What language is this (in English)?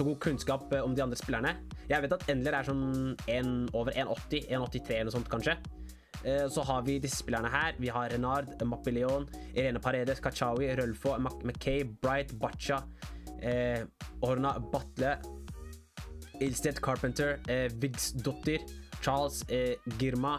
Norwegian